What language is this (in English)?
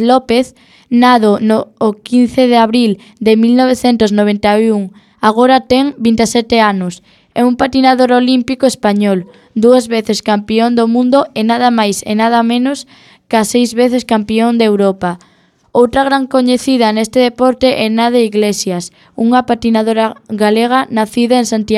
Galician